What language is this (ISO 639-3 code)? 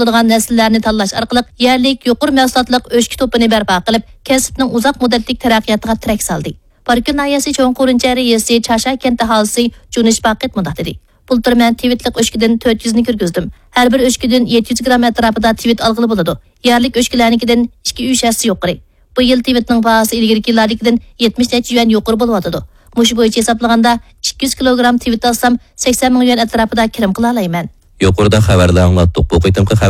uig